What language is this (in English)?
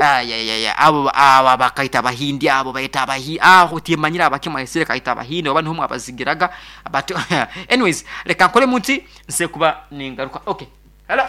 Nyankole